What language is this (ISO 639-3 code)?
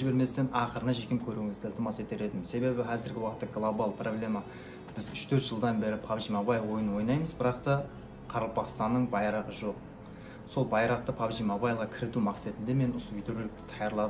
kaa